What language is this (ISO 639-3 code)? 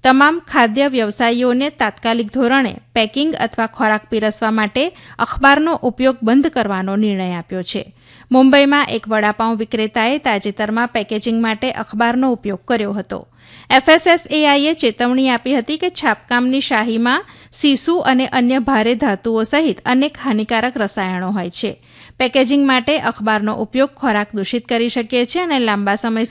guj